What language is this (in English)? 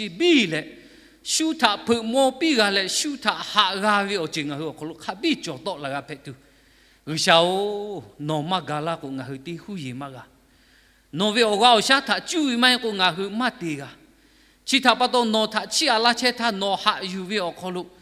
Lahu